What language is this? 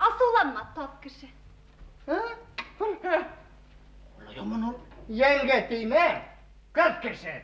Bashkir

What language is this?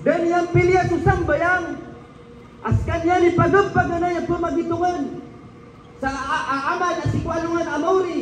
Maranao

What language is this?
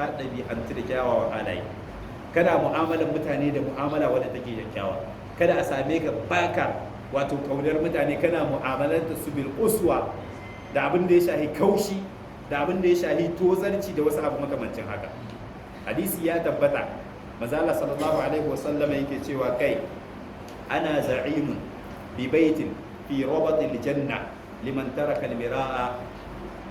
Hausa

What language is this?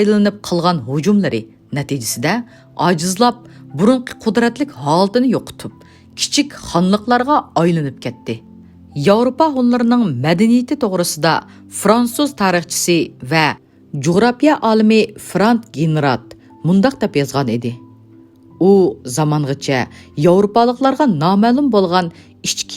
Uyghur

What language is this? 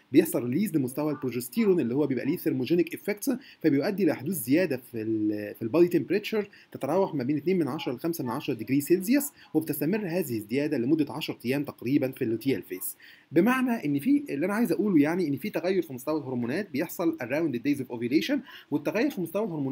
Egyptian Arabic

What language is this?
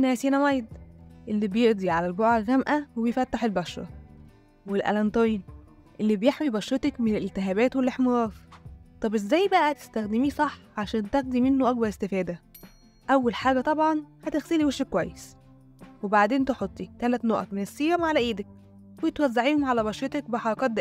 Egyptian Arabic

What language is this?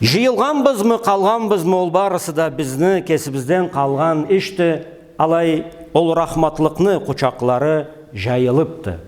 Karachay-Balkar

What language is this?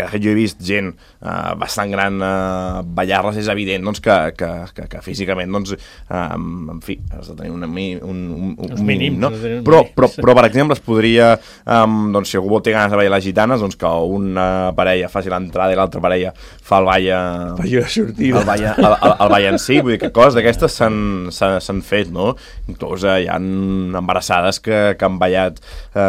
Catalan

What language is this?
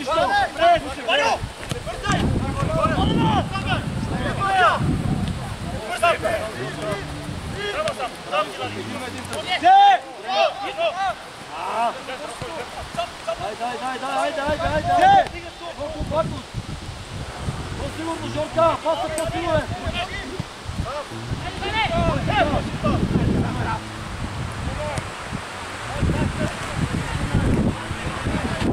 Bulgarian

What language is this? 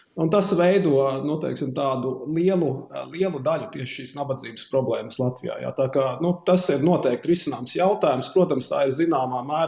Latvian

